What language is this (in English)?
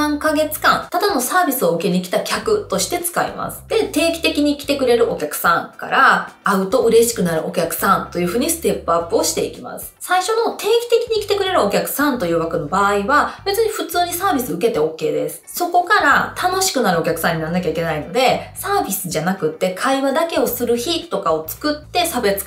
Japanese